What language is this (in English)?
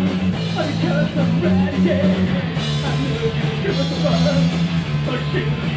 English